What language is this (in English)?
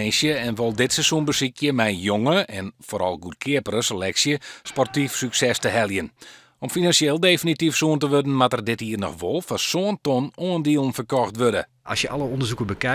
Western Frisian